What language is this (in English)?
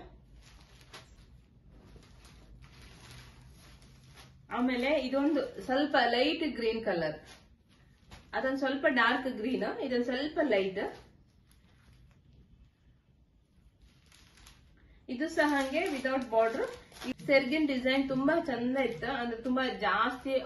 Kannada